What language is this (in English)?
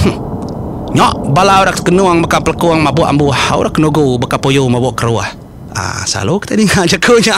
Iban